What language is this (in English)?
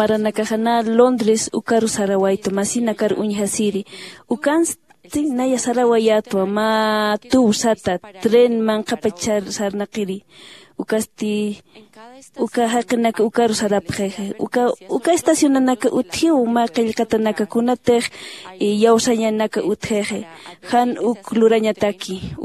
Aymara